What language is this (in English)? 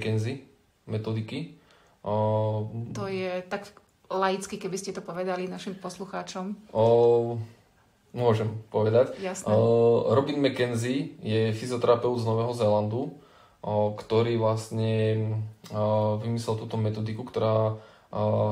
Slovak